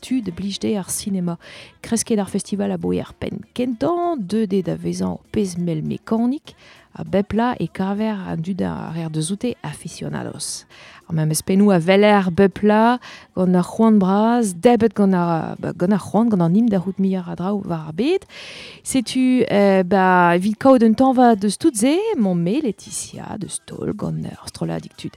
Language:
Breton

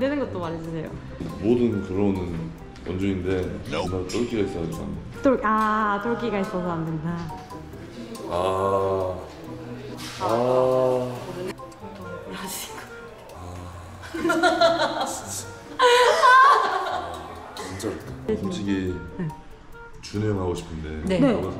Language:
Korean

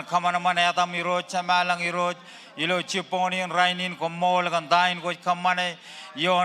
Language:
Marshallese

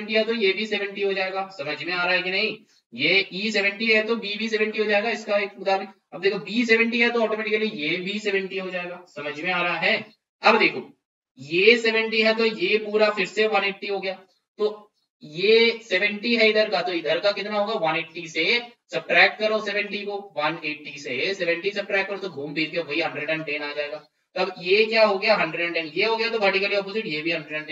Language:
Hindi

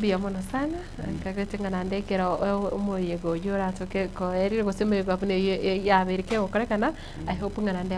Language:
Gusii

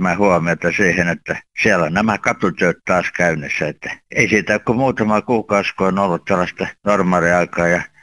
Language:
Finnish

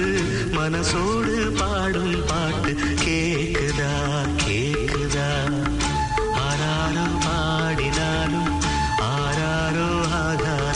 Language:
Tamil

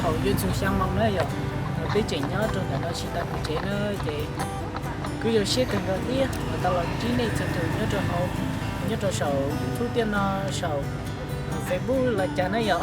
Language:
Hmong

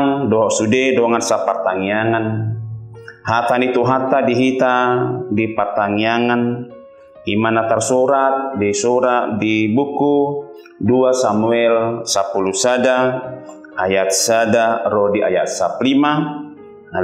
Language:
Batak Toba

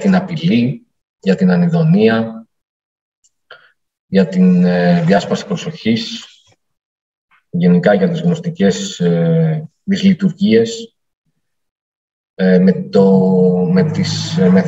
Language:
Greek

